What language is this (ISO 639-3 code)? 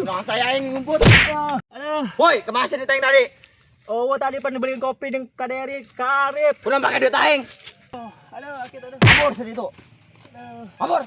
sun